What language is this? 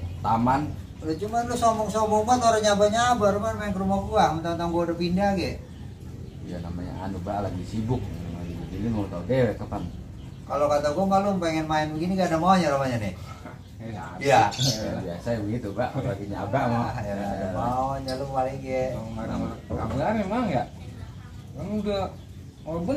Betawi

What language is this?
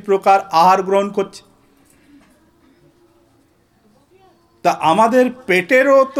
Bangla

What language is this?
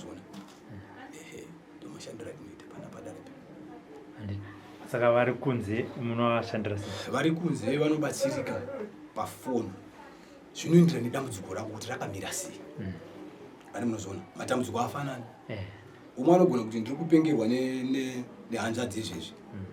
Shona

